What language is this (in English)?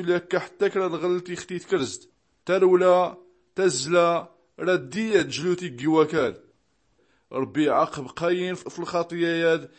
Tachelhit